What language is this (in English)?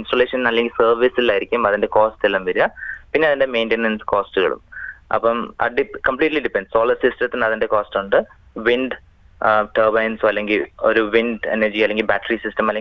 Malayalam